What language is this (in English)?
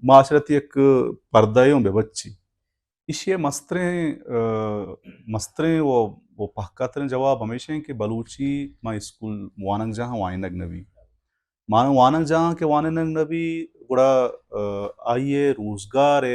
Baluchi